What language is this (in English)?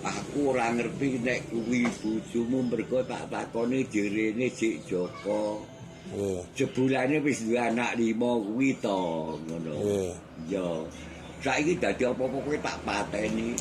Javanese